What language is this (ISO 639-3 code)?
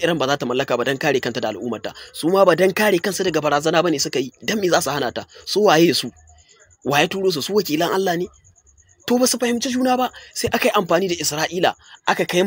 hau